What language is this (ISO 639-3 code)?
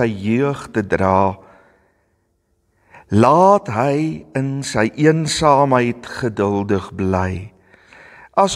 afr